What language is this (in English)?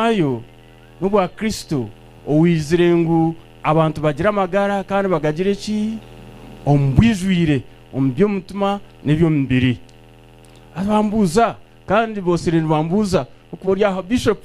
Nyankole